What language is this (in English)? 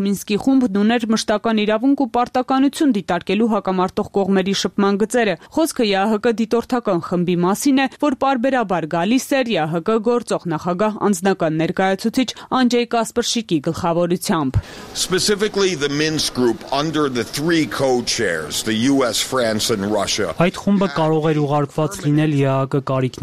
Armenian